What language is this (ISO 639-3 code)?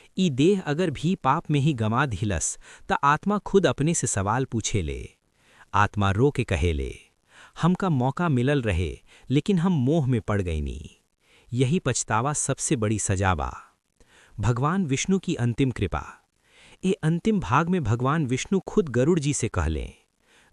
bho